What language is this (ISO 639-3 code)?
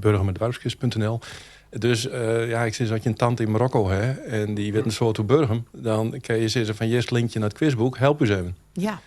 fry